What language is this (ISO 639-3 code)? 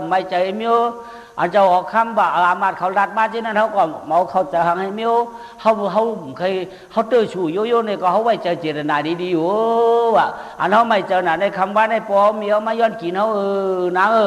shn